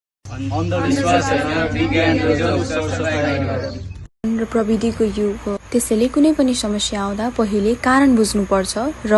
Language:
Nepali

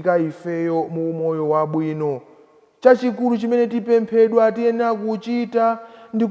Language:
Nyanja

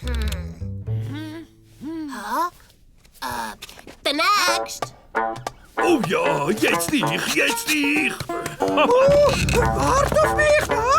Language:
Swiss German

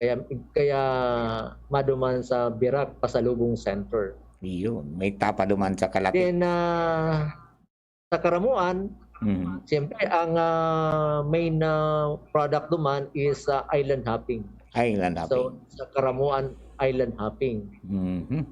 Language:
Bikol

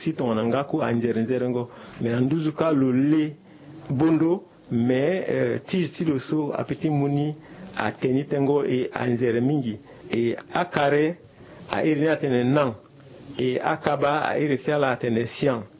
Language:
Sango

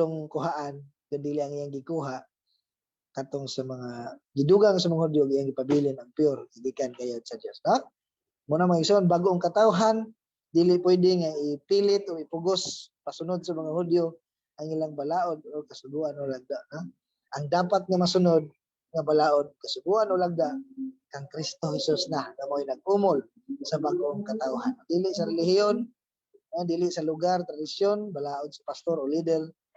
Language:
Cebuano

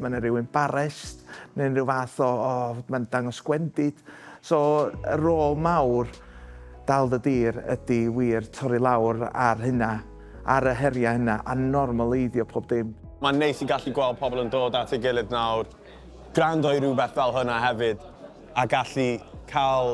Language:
Welsh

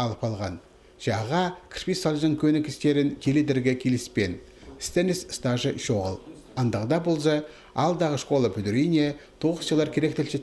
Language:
Khakas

